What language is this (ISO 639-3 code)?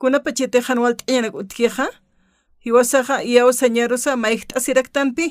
aym